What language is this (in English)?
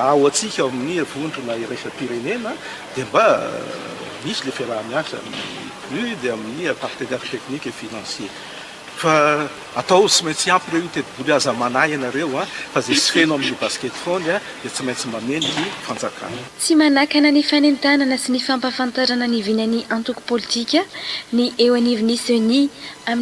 Malagasy